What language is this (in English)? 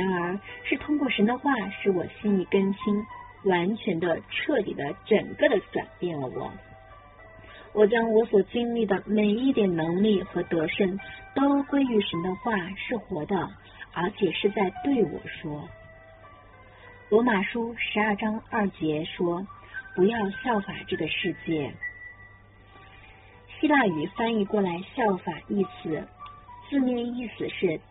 Chinese